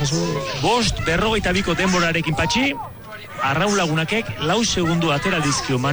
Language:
Basque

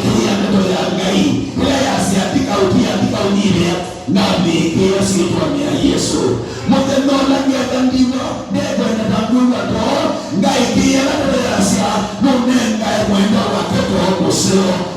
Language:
Kamba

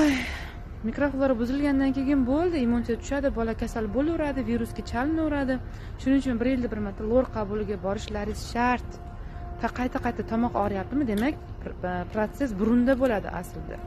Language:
Uzbek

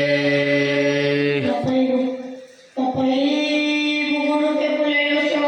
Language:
Nias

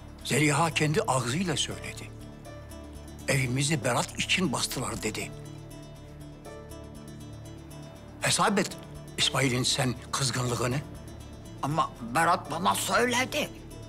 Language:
Turkish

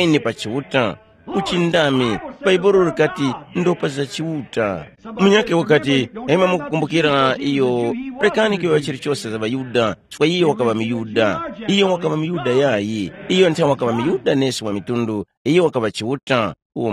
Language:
Tumbuka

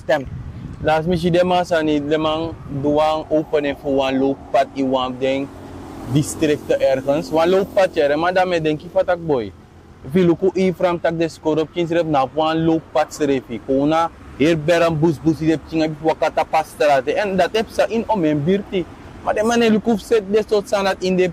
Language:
Sranan Tongo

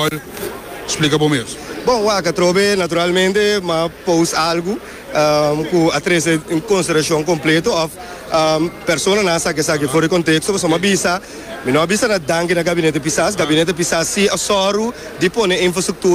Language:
Papiamento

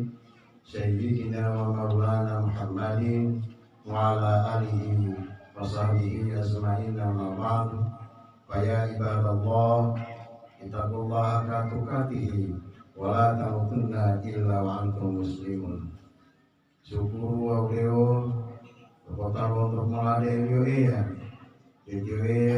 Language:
Gorontalo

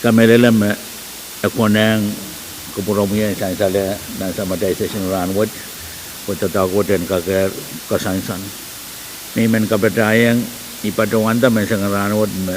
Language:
Pohnpeian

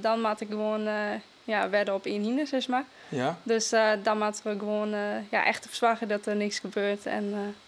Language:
Western Frisian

